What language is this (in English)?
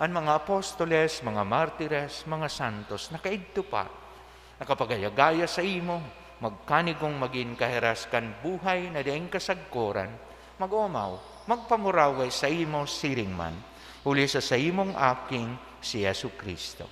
Bikol